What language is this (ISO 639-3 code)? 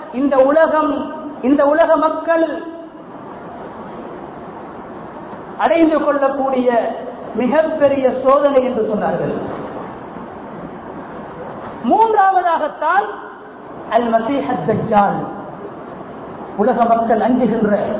tam